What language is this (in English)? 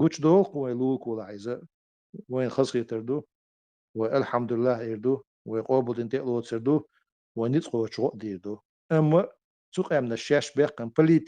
Chechen